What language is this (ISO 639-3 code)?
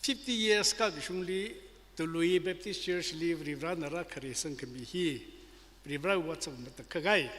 nmf